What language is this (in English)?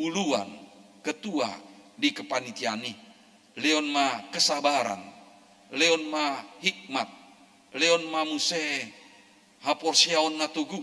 Batak Toba